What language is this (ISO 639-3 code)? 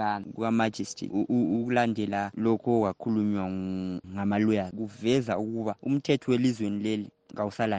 nde